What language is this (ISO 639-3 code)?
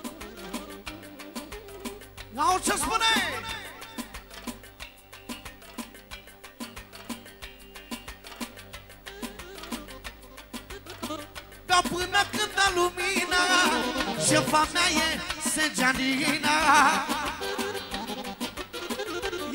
ron